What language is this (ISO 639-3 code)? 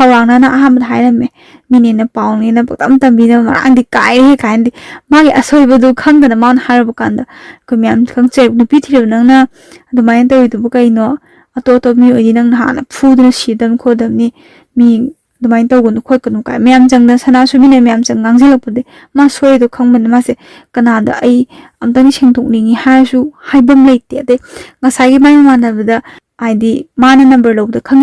mni